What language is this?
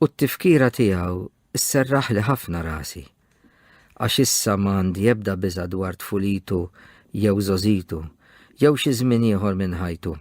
Maltese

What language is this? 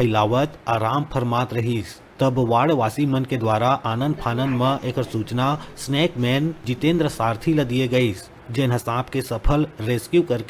Chhattisgarhi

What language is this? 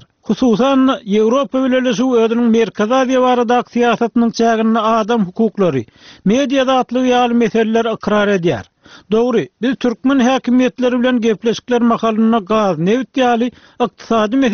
Turkmen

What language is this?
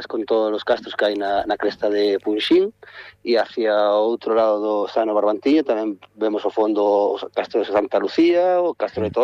Galician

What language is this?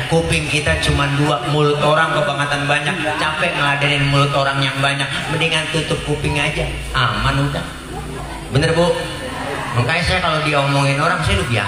Betawi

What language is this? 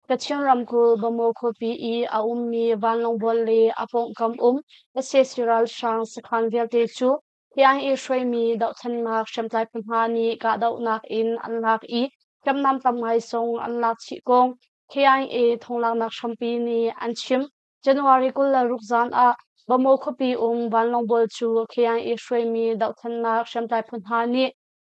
Hakha Chin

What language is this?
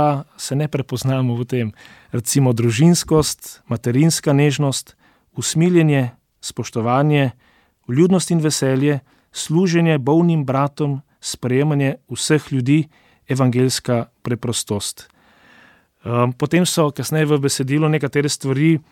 Slovenian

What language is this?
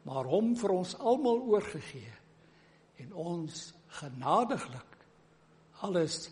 Afrikaans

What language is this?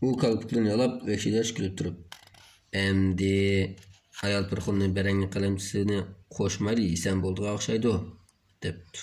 Uyghur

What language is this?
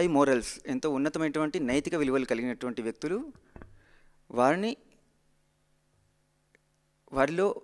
Telugu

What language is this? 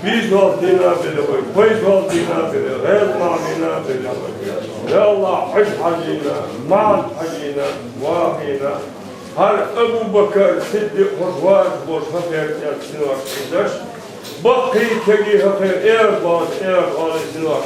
Chechen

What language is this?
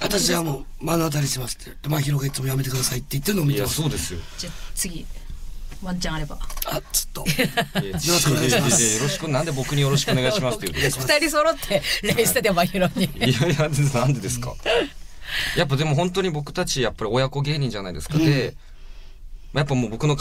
Japanese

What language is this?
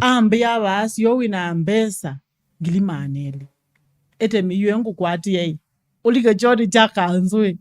Kamba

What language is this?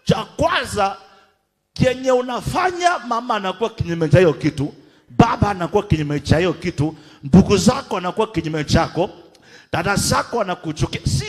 Swahili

